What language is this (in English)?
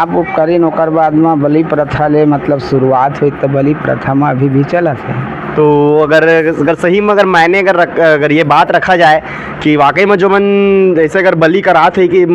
Chhattisgarhi